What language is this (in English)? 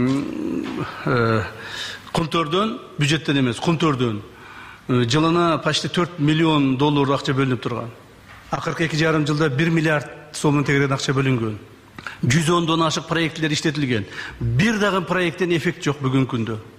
Kyrgyz